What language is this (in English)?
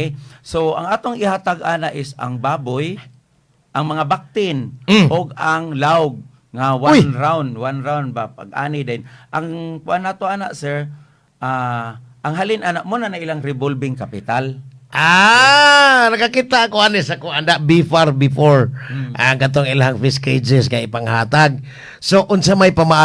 Cebuano